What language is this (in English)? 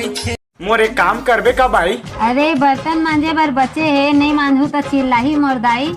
Chhattisgarhi